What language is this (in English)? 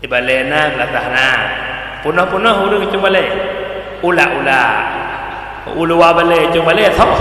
Achinese